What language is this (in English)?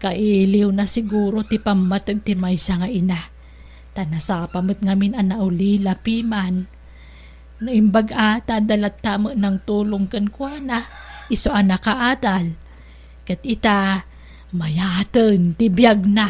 Iloko